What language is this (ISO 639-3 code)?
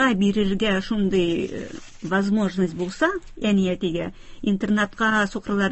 tat